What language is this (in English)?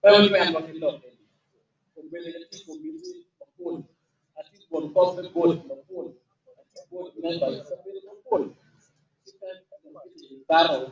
Acoli